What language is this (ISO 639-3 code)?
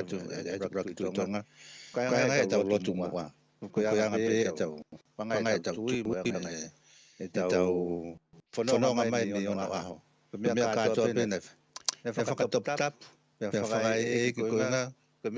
ton